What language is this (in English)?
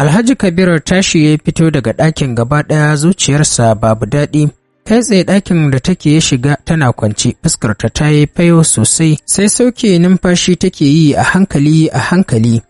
Hausa